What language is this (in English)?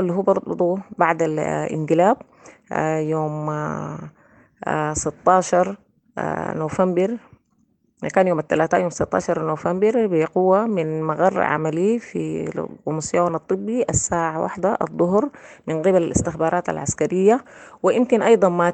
Sudanese Arabic